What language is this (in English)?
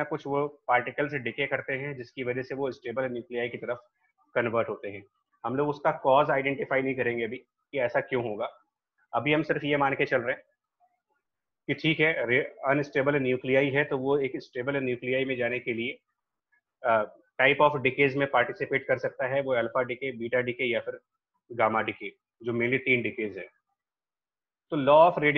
Hindi